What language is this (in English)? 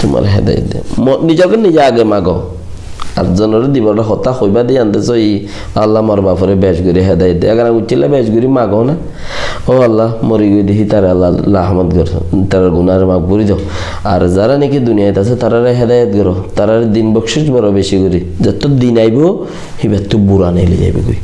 Rohingya